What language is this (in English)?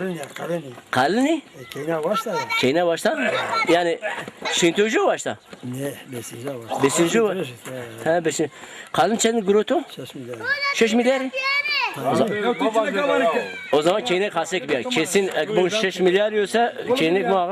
Zaza